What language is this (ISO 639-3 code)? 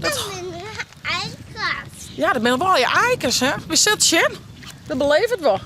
fry